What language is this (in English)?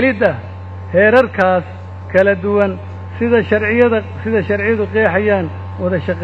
Somali